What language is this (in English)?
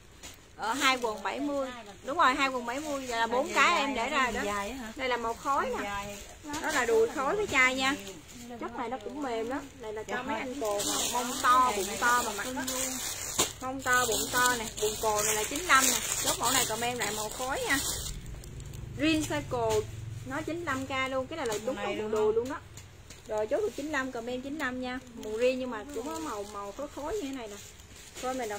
Vietnamese